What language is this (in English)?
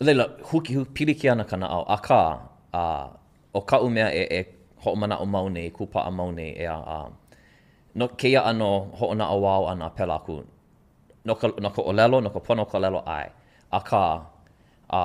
Hawaiian